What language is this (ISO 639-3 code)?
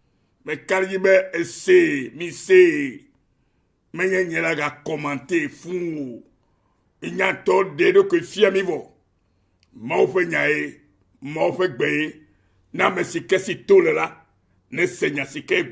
ewe